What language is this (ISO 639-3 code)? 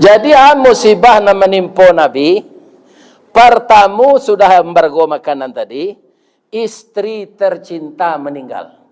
min